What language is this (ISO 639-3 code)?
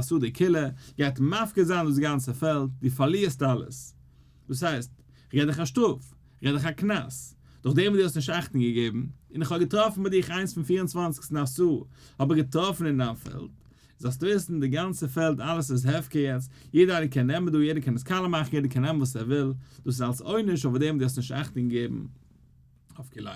yid